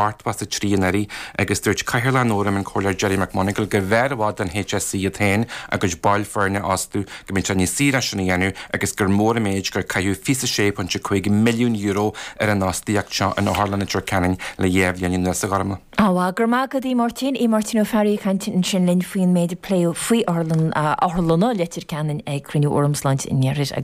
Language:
Irish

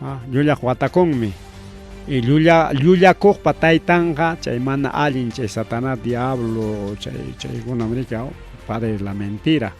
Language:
Ayacucho Quechua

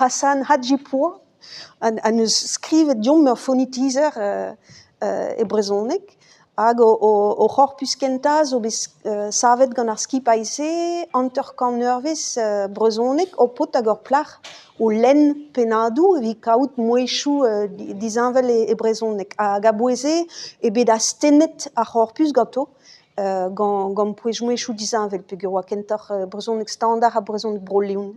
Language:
Breton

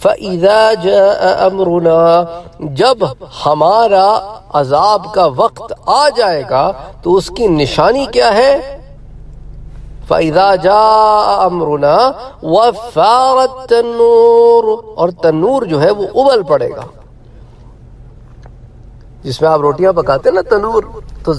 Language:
Urdu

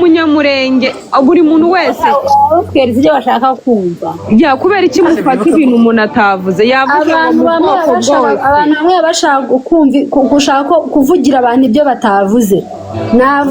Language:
Kinyarwanda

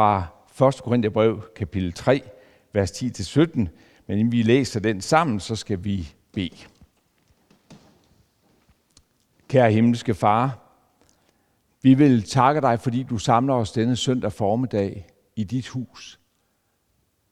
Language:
Danish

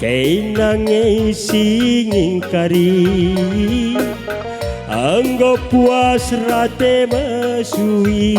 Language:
Batak Karo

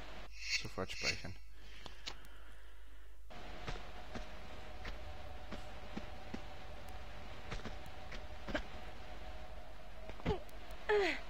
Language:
German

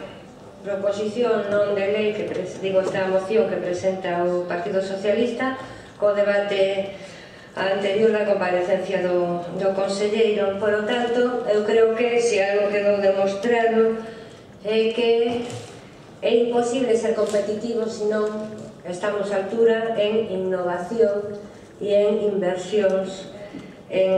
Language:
Galician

